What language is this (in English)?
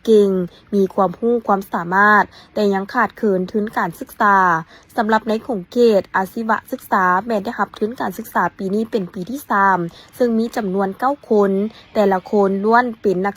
Lao